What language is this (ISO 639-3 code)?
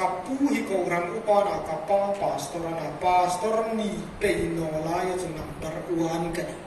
hmr